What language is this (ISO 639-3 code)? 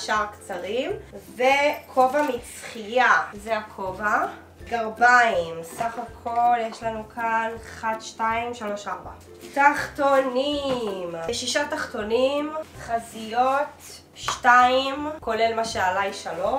heb